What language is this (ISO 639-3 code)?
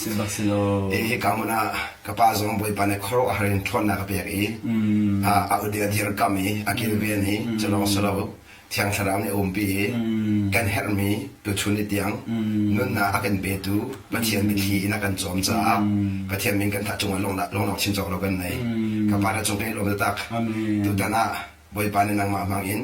cnh